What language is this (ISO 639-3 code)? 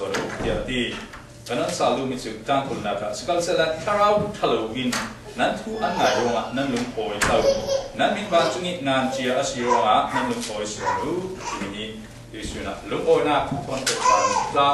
cfm